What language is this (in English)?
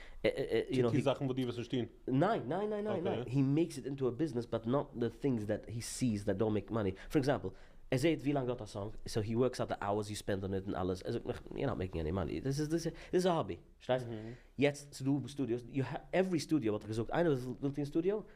Yiddish